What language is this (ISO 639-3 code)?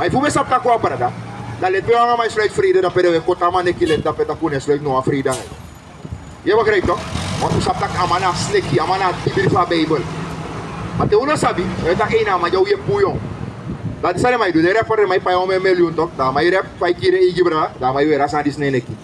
srn